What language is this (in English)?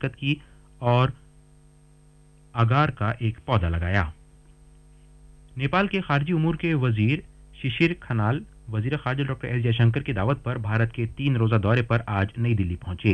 Urdu